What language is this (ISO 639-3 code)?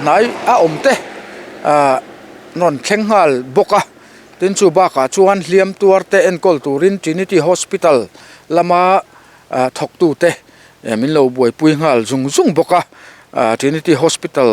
lus